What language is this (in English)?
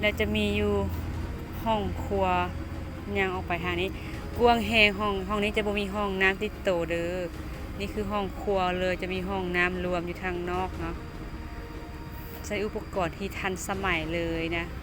Lao